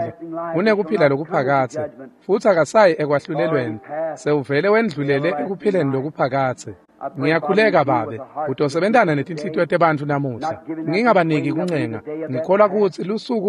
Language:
Swati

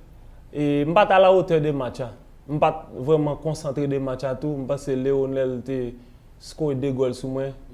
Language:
Haitian Creole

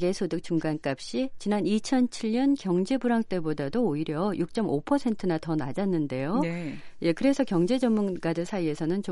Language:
Korean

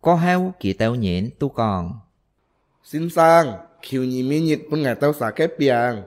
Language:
Hakka Chinese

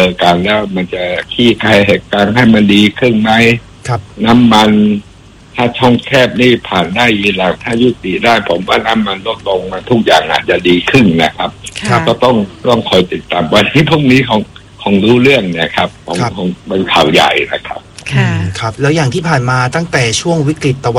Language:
Thai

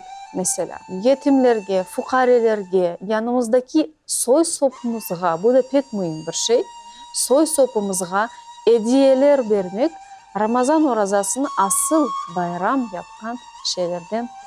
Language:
Crimean Tatar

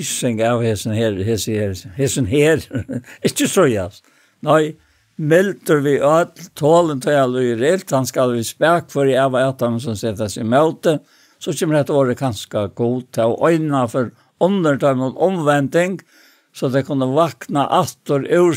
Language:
Faroese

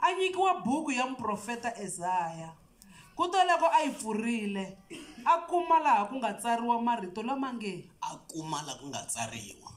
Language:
Tsonga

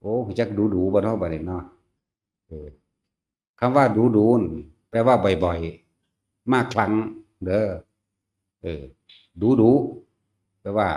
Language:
Northeastern Thai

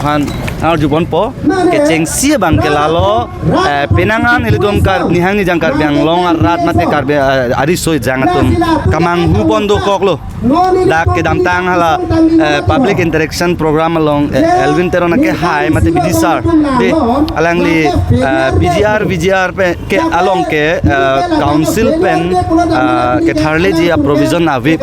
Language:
Karbi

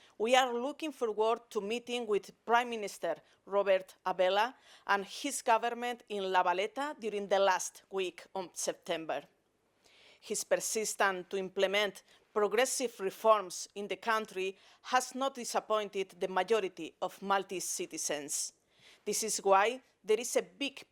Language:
English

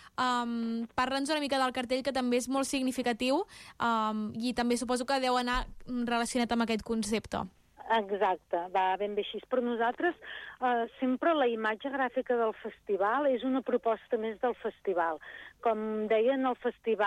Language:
Catalan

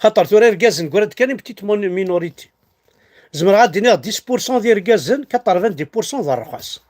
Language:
Kabyle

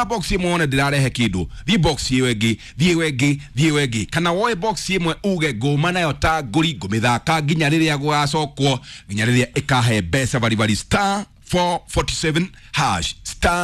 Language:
Kikuyu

